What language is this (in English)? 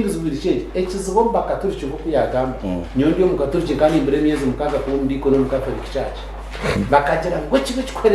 Nyankole